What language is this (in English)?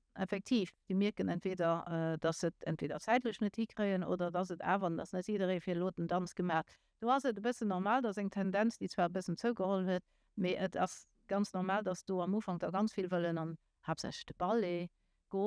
Luxembourgish